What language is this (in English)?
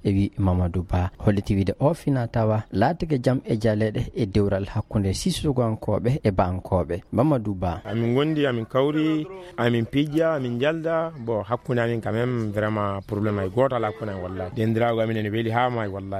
Fula